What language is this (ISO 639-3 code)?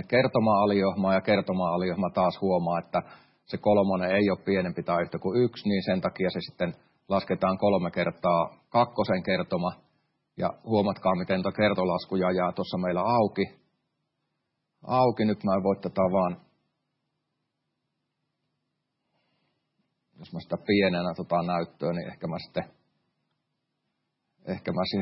fin